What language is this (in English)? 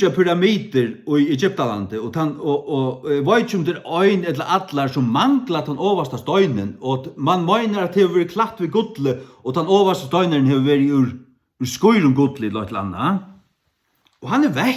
Faroese